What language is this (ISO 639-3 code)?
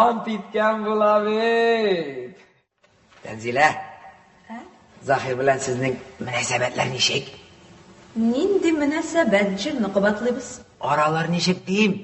tat